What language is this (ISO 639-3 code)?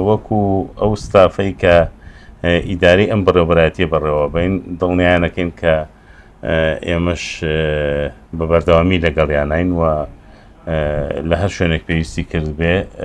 ckb